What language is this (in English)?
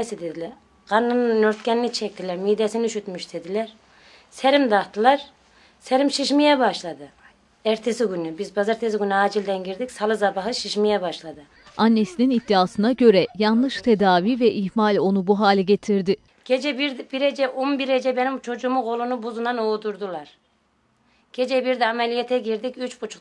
Turkish